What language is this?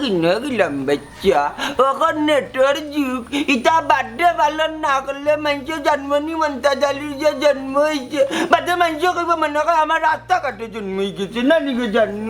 Sylheti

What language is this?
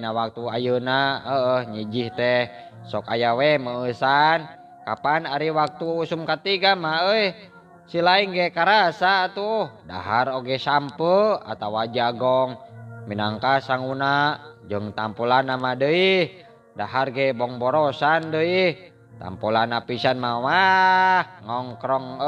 Sundanese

